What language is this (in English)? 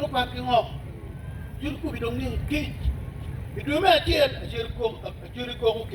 Acoli